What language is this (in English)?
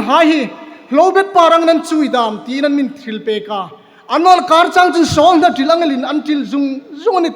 Hmar